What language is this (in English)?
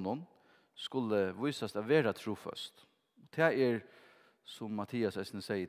Faroese